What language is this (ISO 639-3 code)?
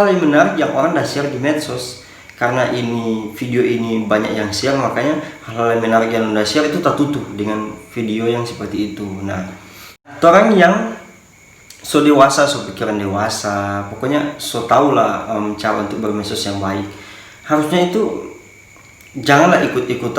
xmm